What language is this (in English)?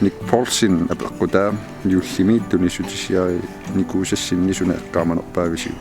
Kalaallisut